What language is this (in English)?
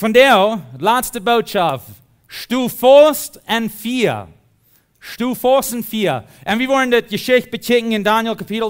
Plautdietsch